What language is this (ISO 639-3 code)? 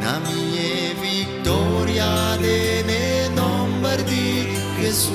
pap